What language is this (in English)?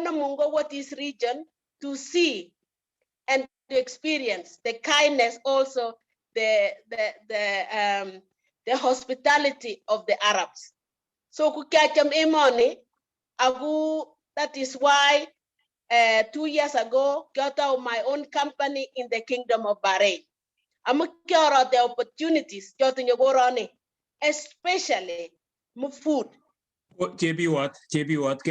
Kalenjin